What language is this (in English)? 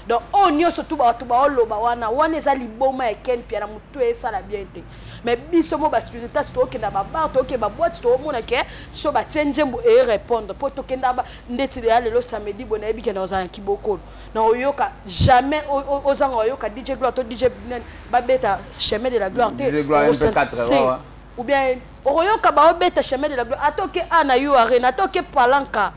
Lingala